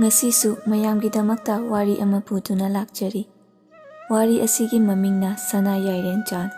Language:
Manipuri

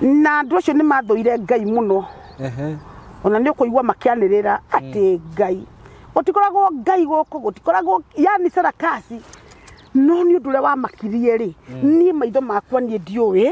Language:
Kikuyu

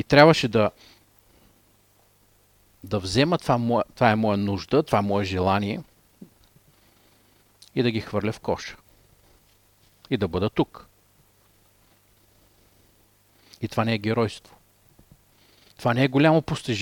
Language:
Bulgarian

